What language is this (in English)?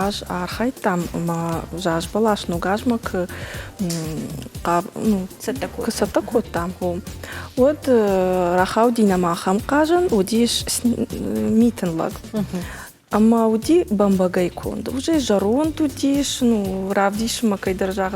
Ossetic